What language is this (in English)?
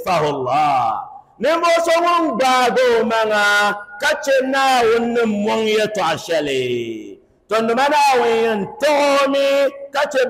Dagbani